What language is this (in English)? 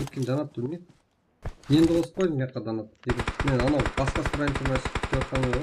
Kara-Kalpak